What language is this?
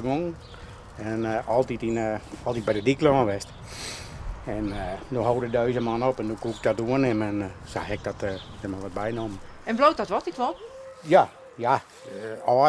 Western Frisian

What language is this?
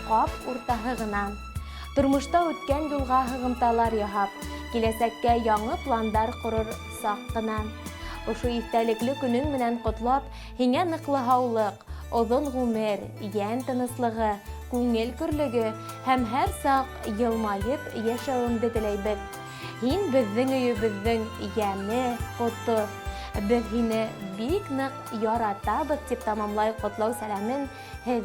Bashkir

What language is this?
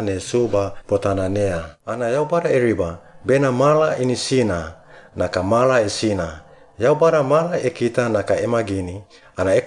Suau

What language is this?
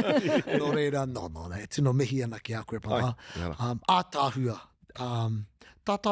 Māori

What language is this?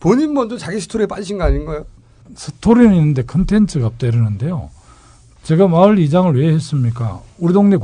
Korean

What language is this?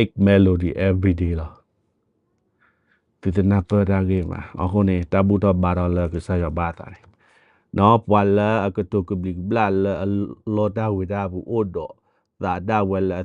S'gaw Karen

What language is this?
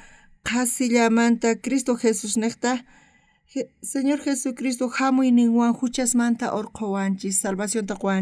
South Bolivian Quechua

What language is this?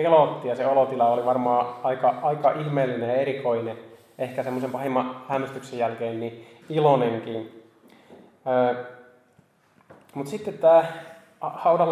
Finnish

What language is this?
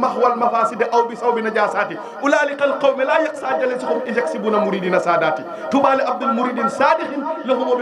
Wolof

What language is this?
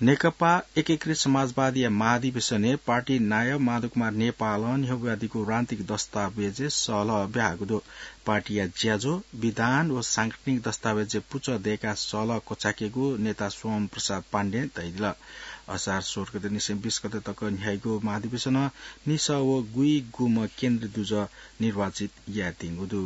Newari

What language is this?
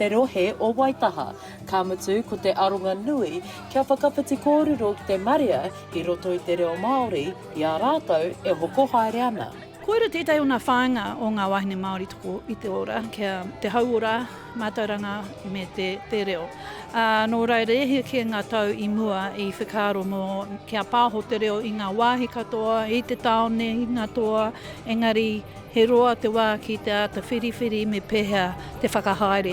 Māori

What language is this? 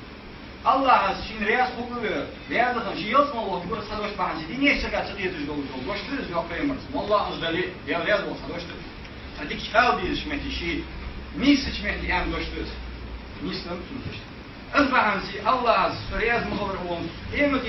Ingush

